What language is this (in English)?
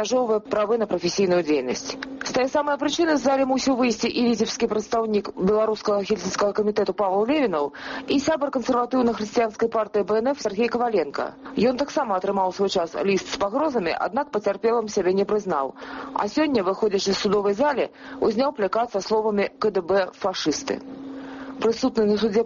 Belarusian